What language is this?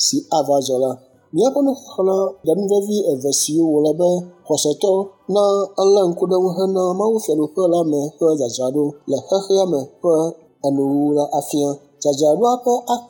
Ewe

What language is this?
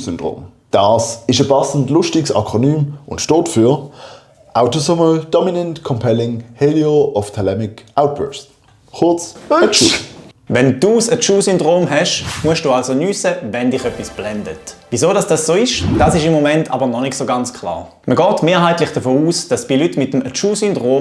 Swiss German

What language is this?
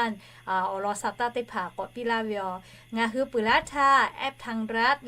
Lahu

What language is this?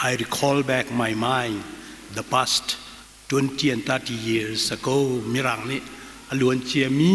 Hakha Chin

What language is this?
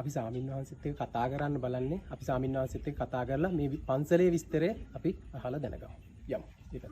Sinhala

